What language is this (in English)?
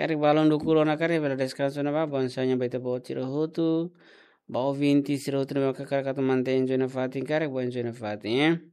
Tetum